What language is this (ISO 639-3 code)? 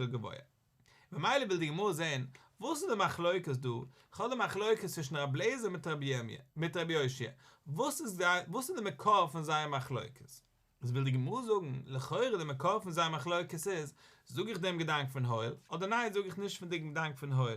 yid